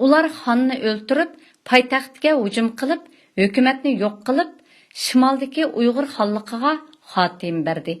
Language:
Uyghur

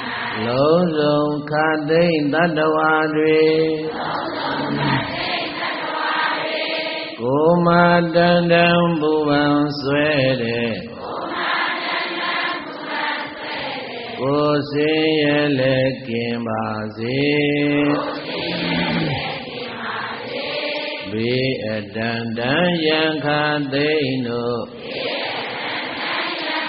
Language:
Burmese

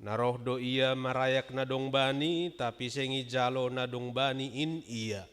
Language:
Batak Simalungun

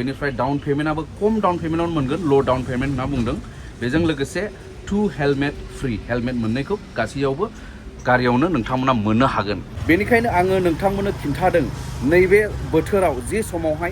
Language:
Bodo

